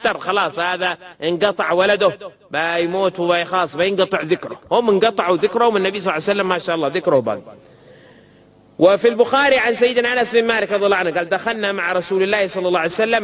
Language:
Arabic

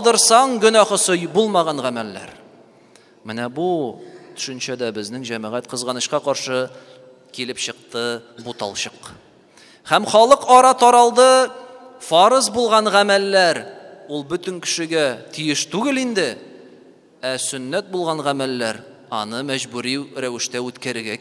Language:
Tatar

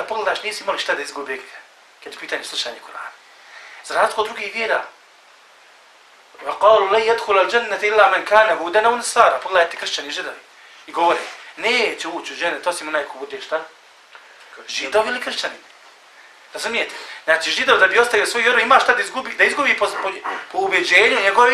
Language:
Bosnian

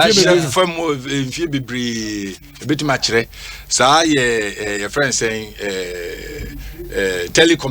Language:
Akan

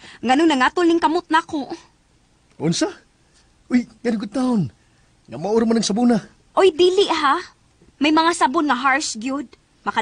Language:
Cebuano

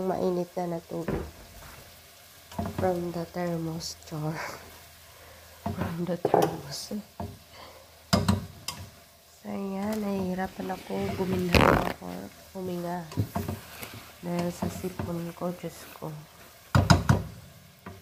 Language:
Filipino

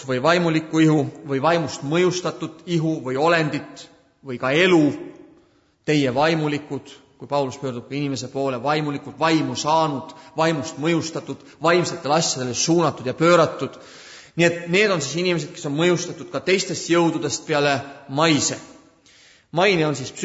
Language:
Estonian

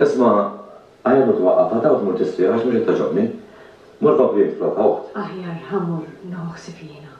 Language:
Maltese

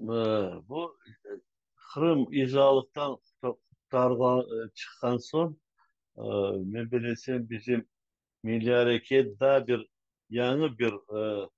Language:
Crimean Tatar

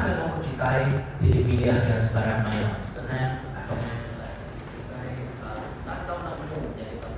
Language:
Iban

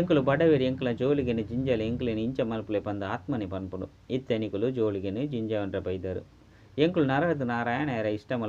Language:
Tulu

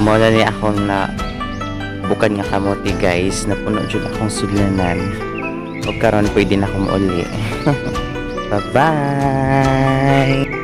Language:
Cebuano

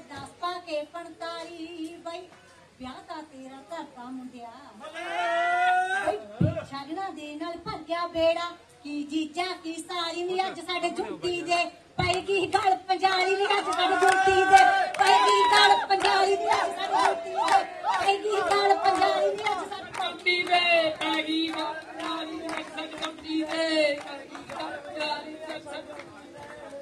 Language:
Punjabi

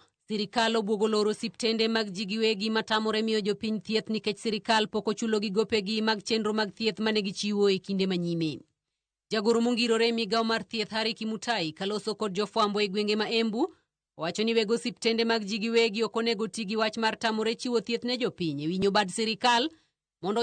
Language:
Luo (Kenya and Tanzania)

